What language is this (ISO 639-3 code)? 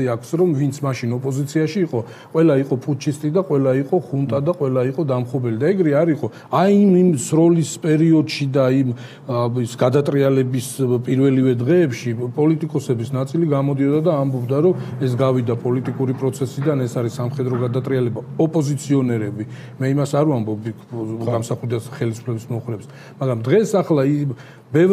kat